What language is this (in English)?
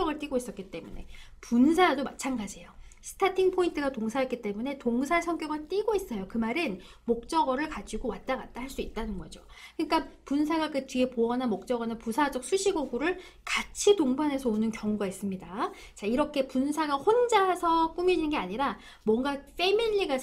Korean